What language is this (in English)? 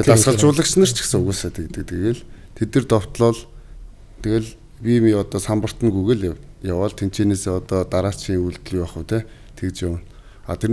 Mongolian